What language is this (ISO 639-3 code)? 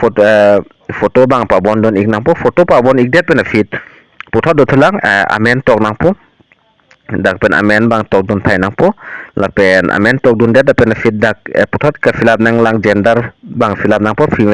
mjw